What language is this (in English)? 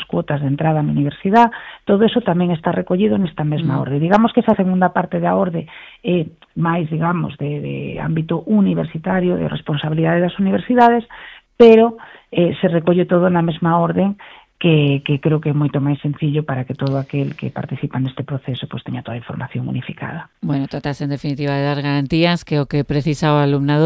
Galician